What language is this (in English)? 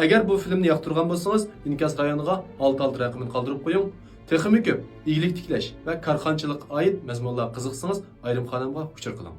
Uyghur